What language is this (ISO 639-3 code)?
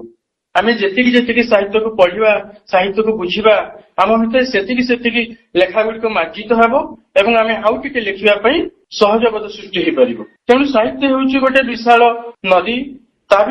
ori